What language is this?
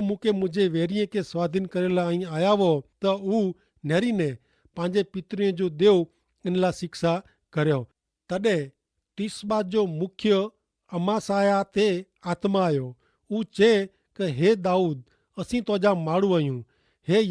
Kachhi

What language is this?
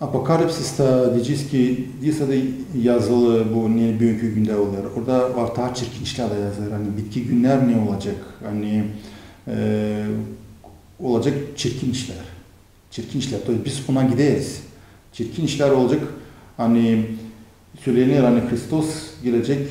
Gagauz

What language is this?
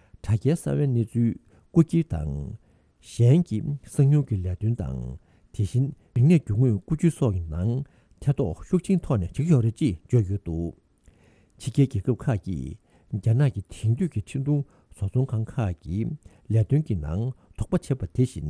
Tibetan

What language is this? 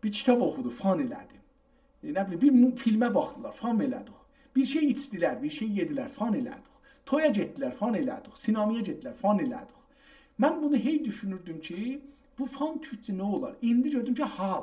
South Azerbaijani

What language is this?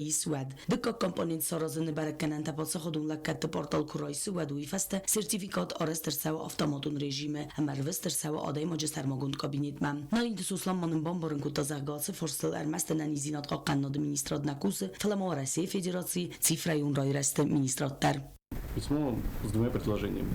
Ossetic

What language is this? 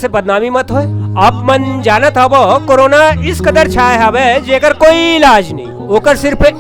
Chhattisgarhi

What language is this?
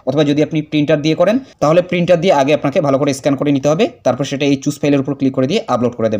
Bangla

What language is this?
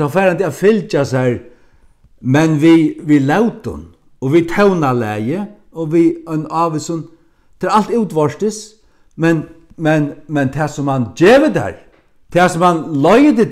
Faroese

